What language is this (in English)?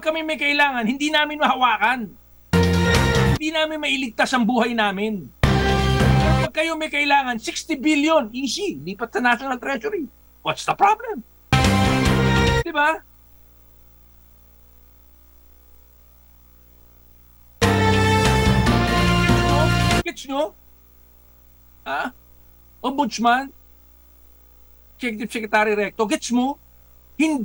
Filipino